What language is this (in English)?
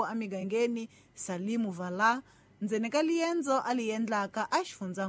Tsonga